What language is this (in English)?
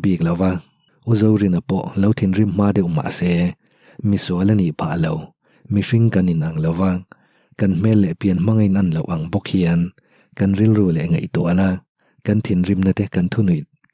Mizo